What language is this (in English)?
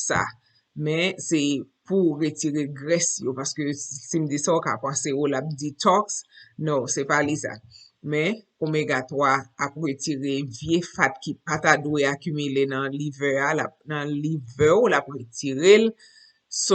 Haitian Creole